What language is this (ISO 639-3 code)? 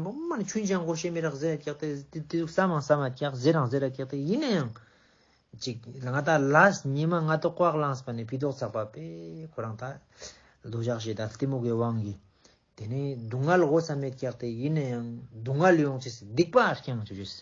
lbj